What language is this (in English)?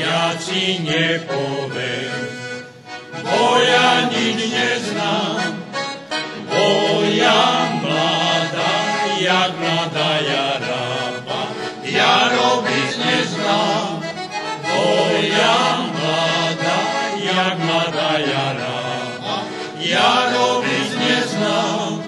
Rusyn